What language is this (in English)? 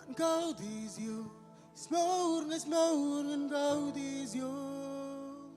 Marshallese